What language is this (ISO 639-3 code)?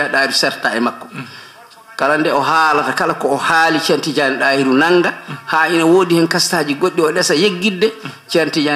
ful